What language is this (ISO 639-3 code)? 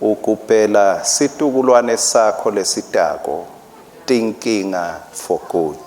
ssw